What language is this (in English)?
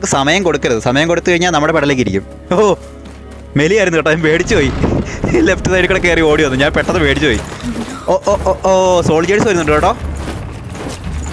Malayalam